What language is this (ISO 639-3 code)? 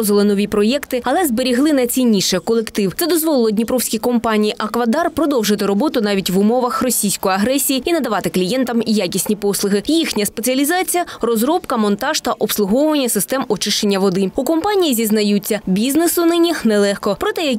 ukr